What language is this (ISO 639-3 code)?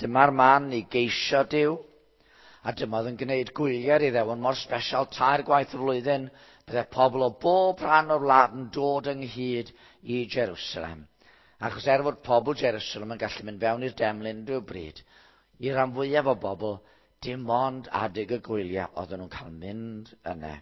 cym